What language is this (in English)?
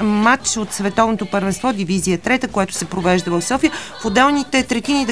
Bulgarian